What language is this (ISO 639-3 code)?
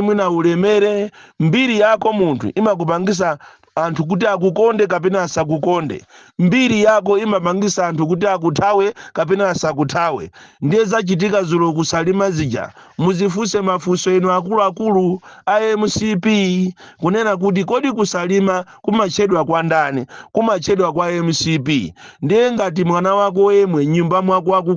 nya